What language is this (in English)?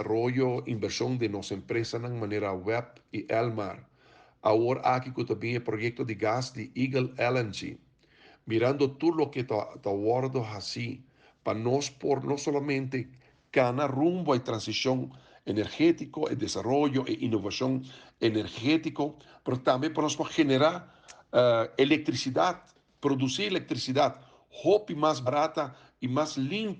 Papiamento